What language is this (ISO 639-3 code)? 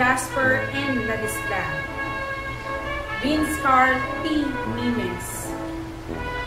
fil